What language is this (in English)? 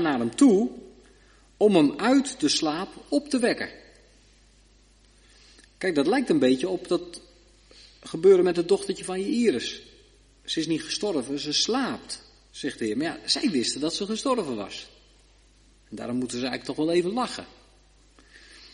Dutch